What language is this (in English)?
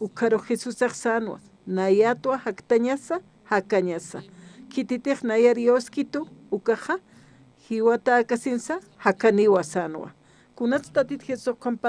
Aymara